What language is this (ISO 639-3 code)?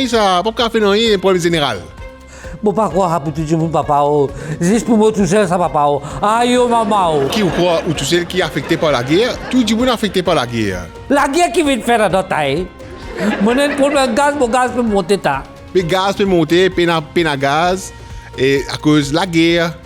mfe